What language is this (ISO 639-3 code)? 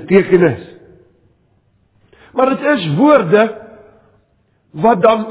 afr